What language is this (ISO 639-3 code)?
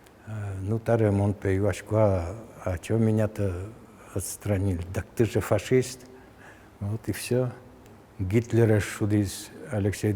udm